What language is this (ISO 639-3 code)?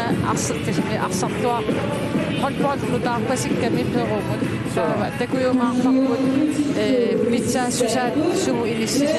kal